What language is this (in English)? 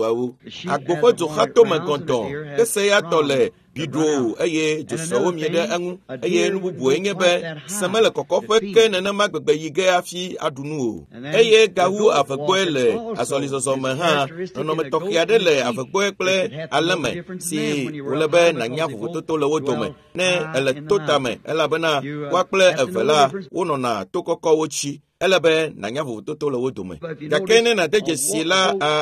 Ewe